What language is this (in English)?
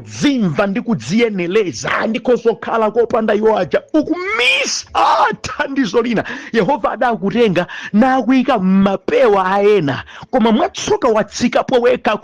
Nyanja